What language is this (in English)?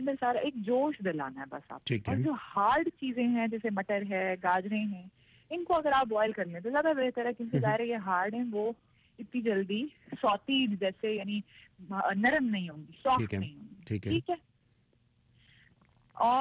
Urdu